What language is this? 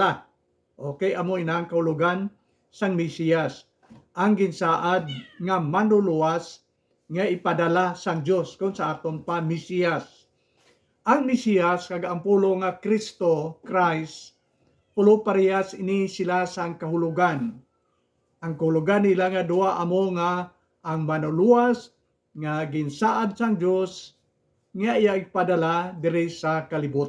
Hiligaynon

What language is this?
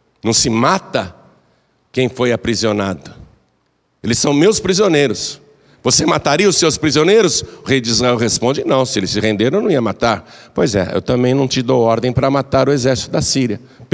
Portuguese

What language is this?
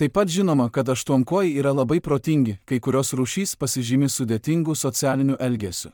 Lithuanian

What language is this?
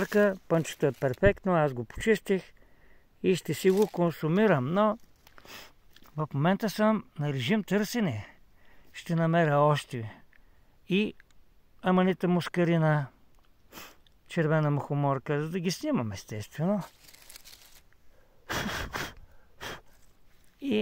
Bulgarian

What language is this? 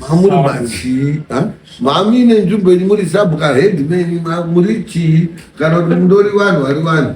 Shona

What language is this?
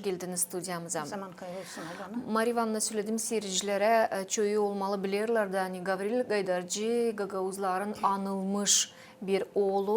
Gagauz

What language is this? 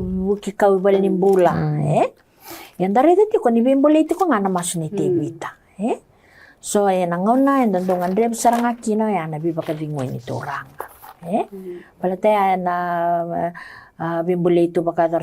Fijian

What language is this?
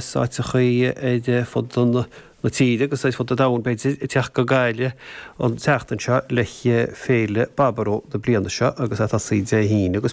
Irish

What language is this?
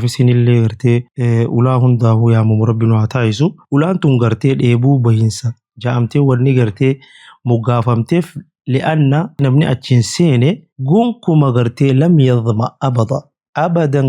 Oromo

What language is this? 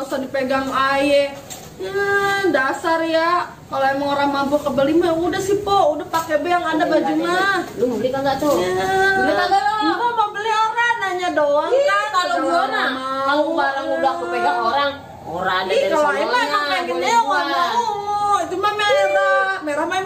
Betawi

